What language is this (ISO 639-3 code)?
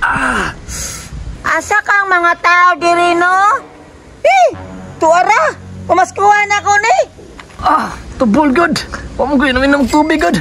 ceb